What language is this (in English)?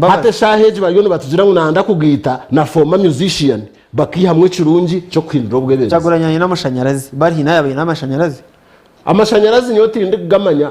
Nyankole